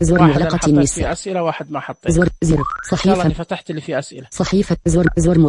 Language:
Najdi Arabic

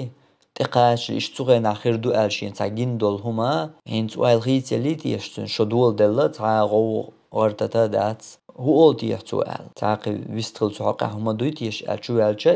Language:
Chechen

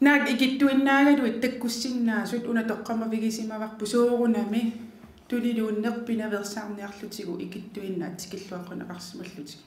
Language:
Kalaallisut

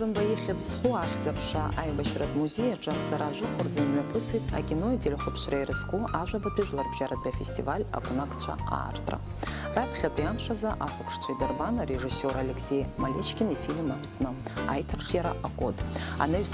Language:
Abkhazian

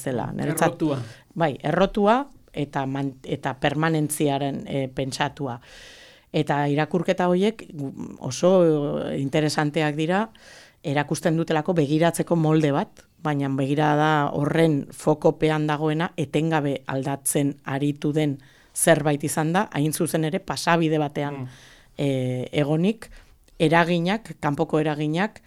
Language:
Basque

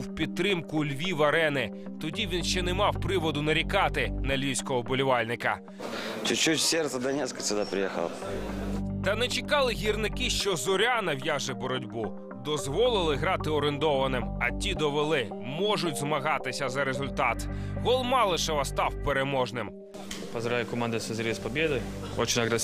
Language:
Ukrainian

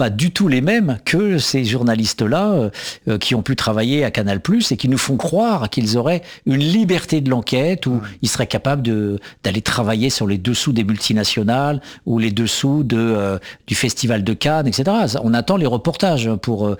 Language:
French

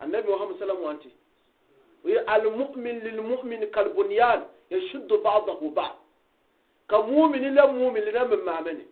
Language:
Gourmanchéma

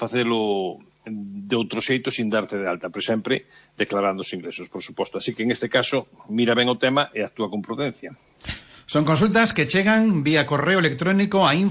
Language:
Galician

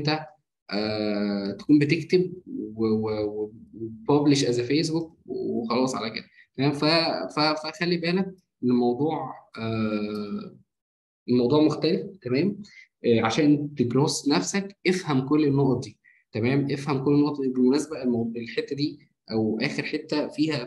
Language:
Egyptian Arabic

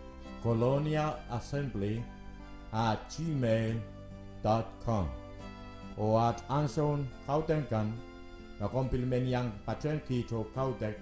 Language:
Pohnpeian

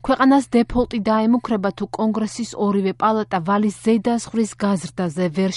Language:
Georgian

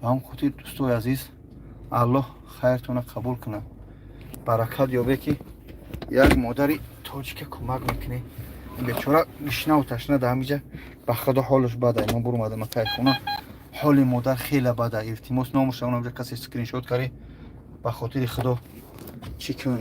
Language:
Tajik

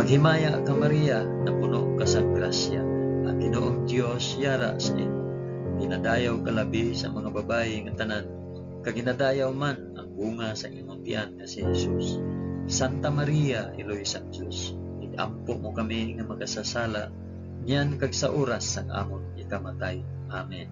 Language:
Hiligaynon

